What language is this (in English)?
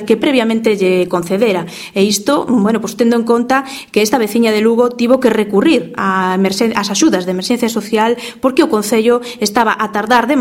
Galician